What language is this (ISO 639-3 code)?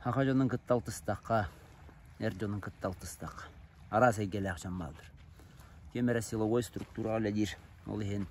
sah